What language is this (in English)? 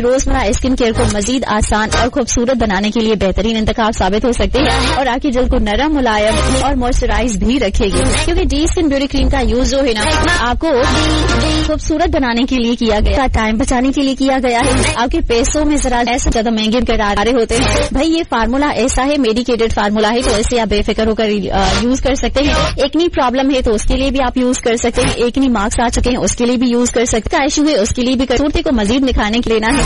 Urdu